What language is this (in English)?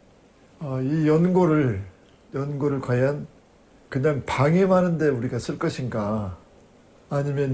Korean